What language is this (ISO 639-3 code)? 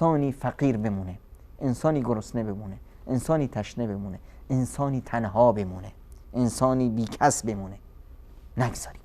fas